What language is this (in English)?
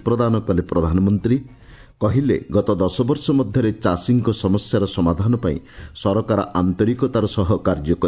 Odia